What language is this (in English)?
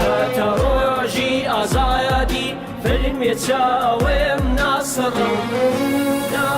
Kurdish